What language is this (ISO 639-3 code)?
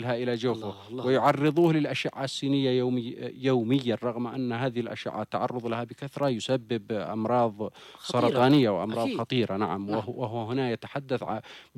ara